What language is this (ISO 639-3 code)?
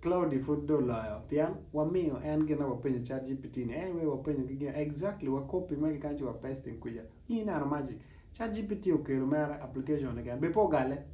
ach